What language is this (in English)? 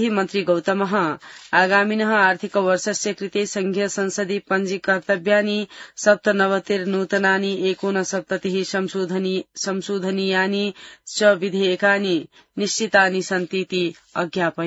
Sanskrit